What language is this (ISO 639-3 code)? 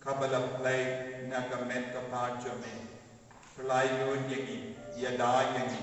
kha